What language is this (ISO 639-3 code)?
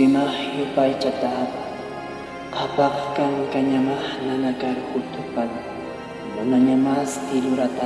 aym